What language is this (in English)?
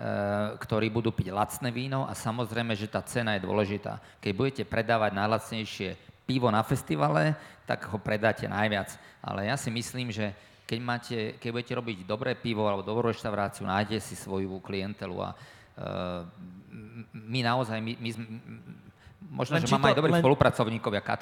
Slovak